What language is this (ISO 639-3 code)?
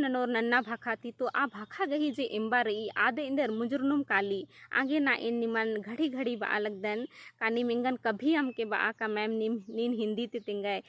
kru